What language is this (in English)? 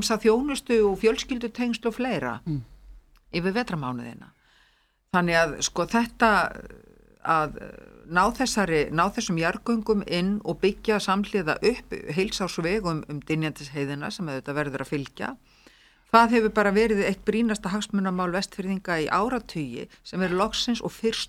Icelandic